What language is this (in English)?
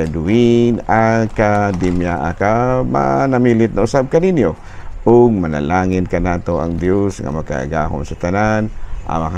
Cebuano